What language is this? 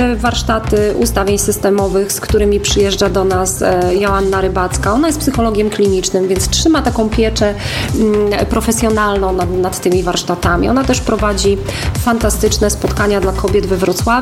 Polish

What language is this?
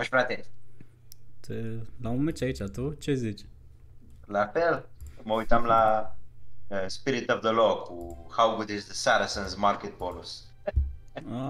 Romanian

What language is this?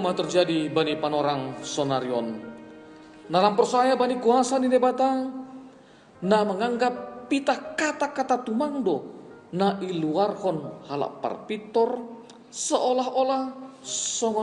Batak Simalungun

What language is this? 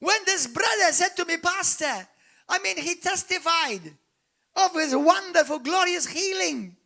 English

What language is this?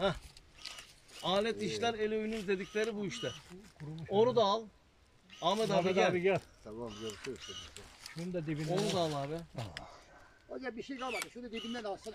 Turkish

